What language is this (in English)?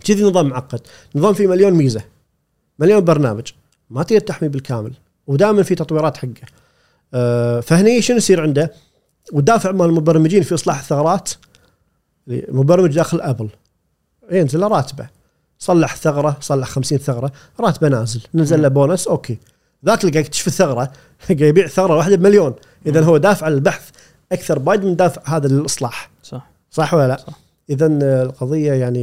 Gulf Arabic